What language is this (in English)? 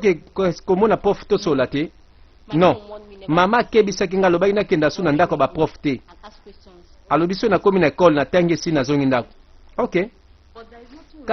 Lingala